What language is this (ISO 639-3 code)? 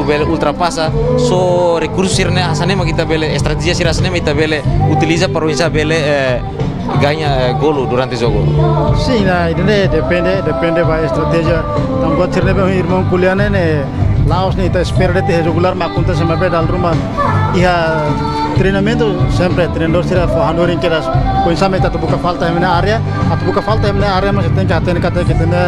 tet